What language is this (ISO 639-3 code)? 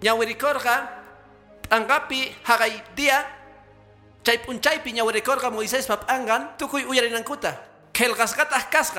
que